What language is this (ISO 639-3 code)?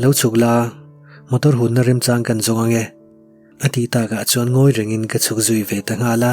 lus